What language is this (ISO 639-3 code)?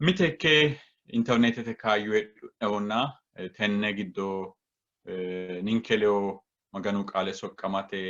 sid